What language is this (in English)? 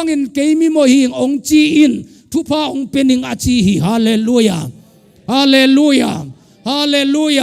Tedim Chin